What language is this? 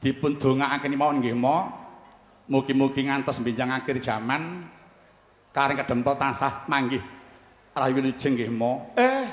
Javanese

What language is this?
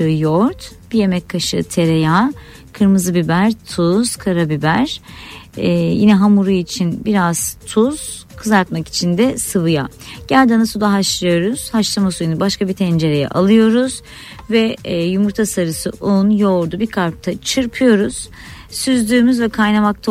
Turkish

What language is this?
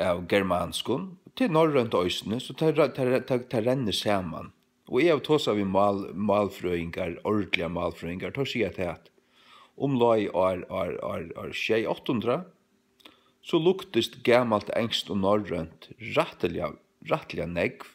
Faroese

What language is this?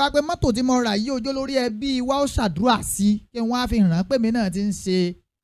Yoruba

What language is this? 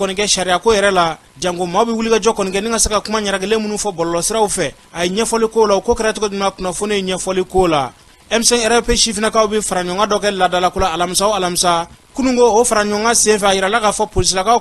Bambara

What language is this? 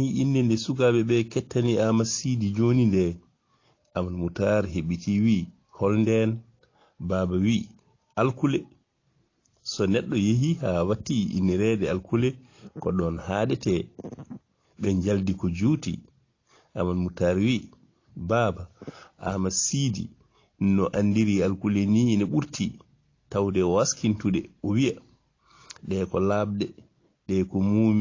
Fula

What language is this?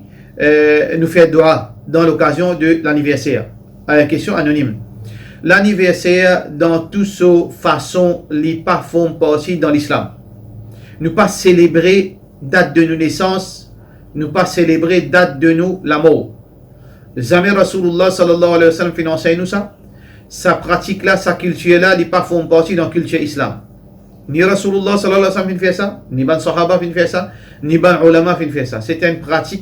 Morisyen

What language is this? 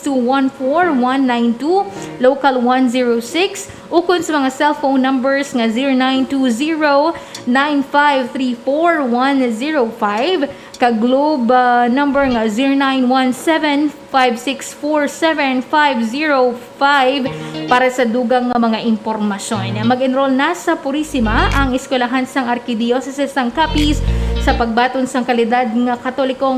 Hiligaynon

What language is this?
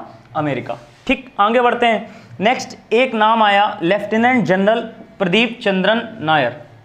Hindi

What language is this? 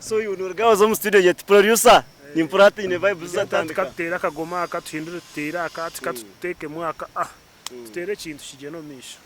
Nyankole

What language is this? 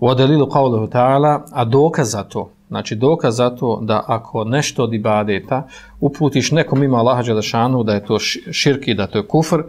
Bosnian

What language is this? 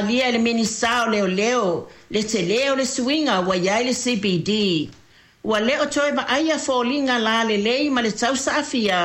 Samoan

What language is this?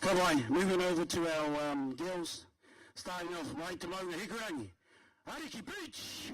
Māori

